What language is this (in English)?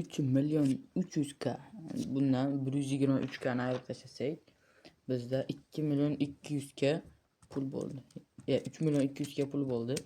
Uzbek